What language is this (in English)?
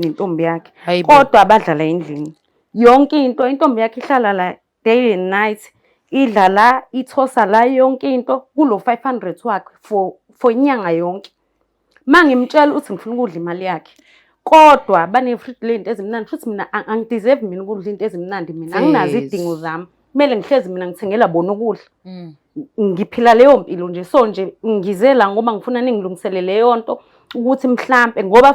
Zulu